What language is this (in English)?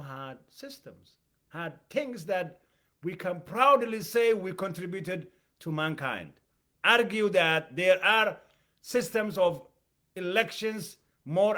English